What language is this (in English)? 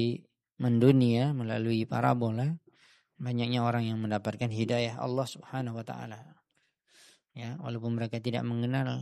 Indonesian